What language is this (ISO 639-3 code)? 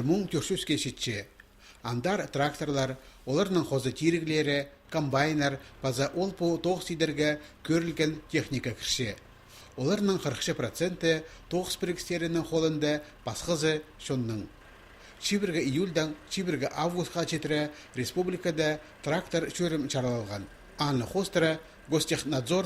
kjh